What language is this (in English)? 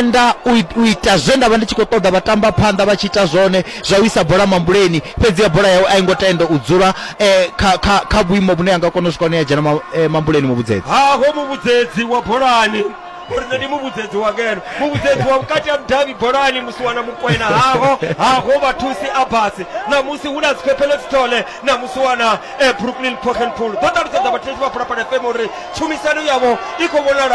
Venda